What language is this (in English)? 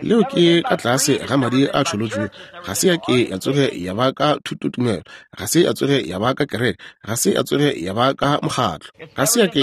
Northern Sotho